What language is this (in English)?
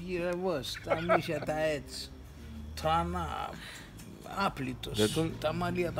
Pontic